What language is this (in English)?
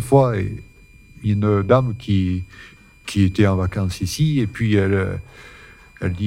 French